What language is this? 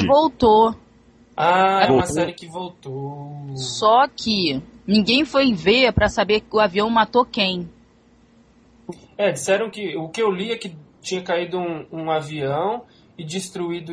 Portuguese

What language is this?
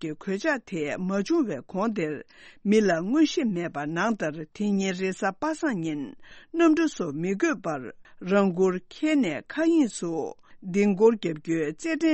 Tibetan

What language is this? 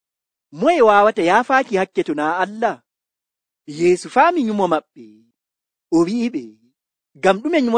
Nigerian Fulfulde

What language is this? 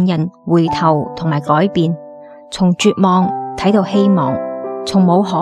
Cantonese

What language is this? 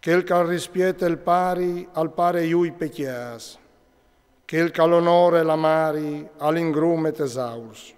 Friulian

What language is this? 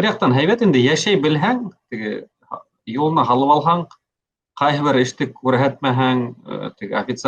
Bashkir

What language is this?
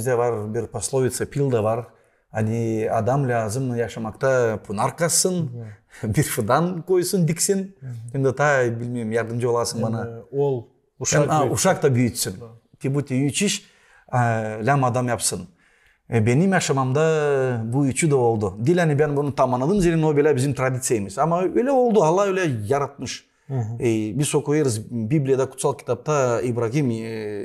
Gagauz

